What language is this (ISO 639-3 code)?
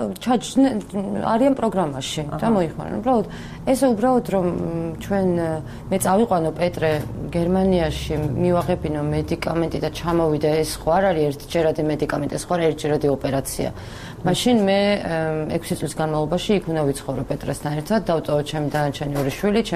kat